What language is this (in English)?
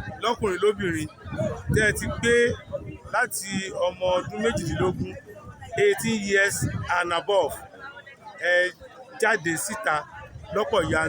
Yoruba